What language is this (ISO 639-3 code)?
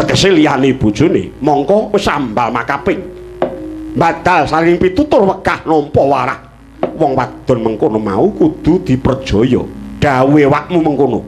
jav